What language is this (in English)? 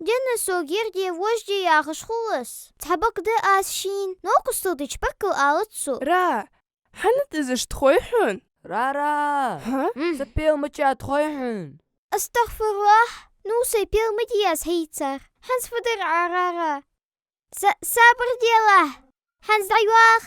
Ingush